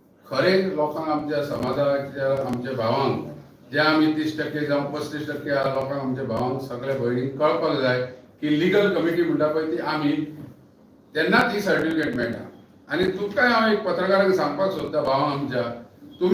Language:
Konkani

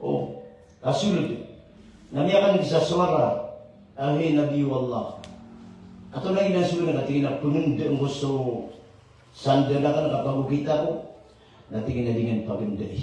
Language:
Maranao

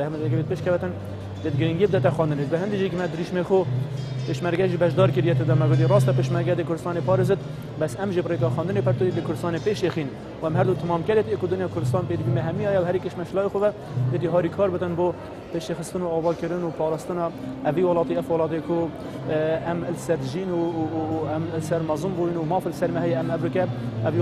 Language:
Kurdish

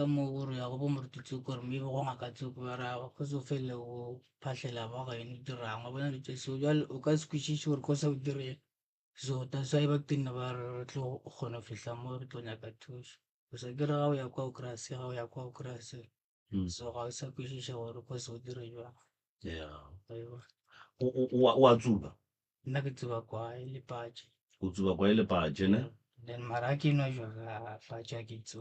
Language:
Northern Sotho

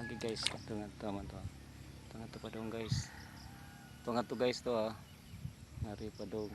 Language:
Cebuano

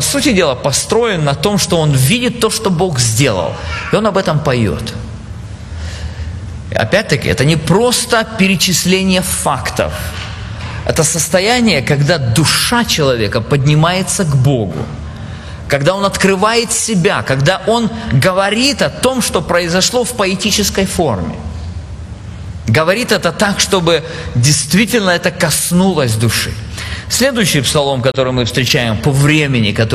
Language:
Russian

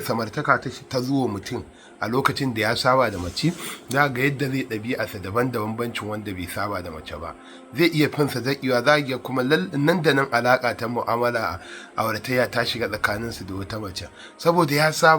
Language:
Hausa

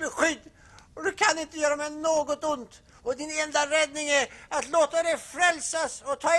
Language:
Swedish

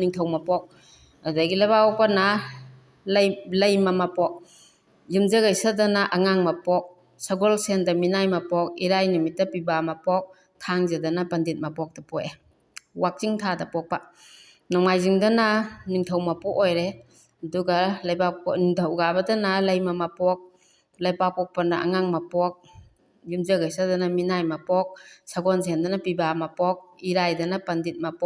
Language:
Manipuri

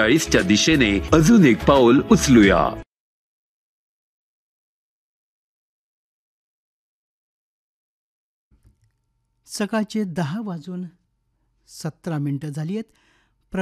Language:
Marathi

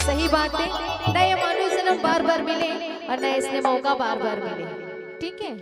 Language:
Chhattisgarhi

